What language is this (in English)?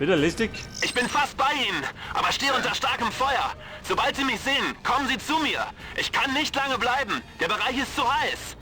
Bavarian